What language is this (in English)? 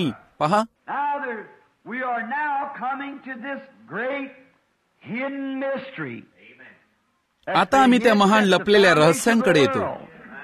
Marathi